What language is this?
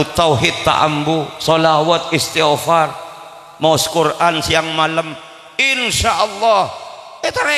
Madurese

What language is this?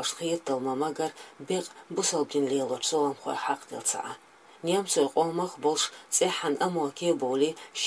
Chechen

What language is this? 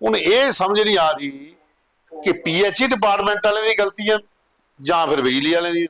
Dogri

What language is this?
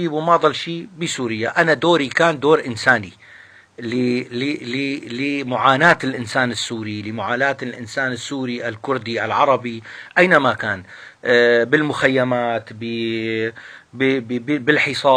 North Levantine Arabic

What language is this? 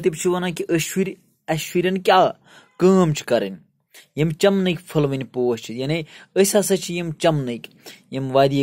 Kashmiri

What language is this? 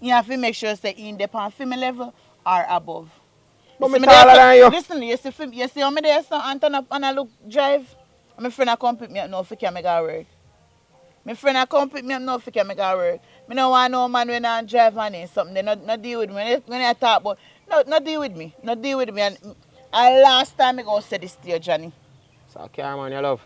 Jamaican Creole English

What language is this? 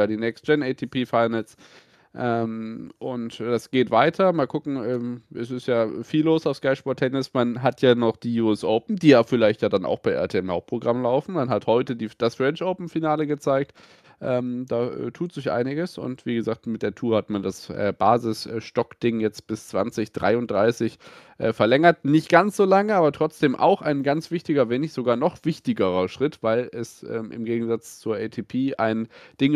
German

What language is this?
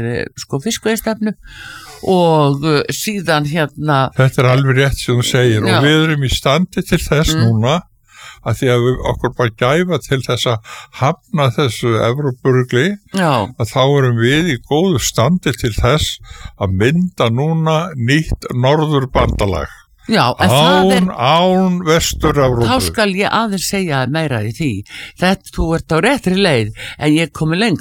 Icelandic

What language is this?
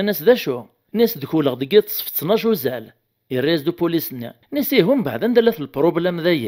Kabyle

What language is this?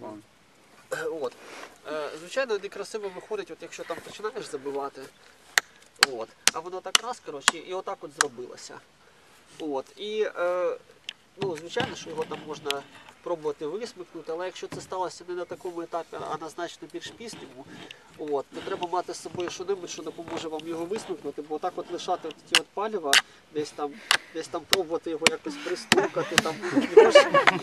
Ukrainian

